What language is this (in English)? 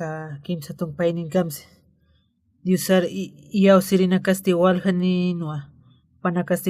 Aymara